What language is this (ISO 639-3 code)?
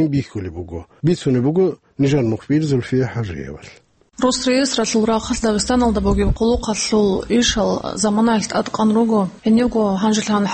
ava